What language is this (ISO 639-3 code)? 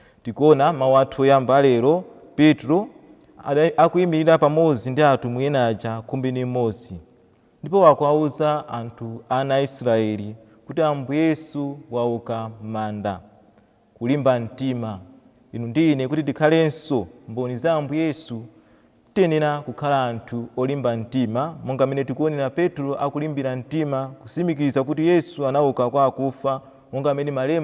nya